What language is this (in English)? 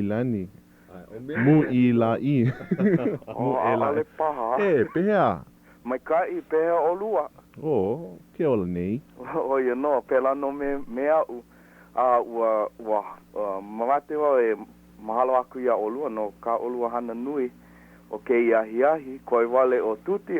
Hawaiian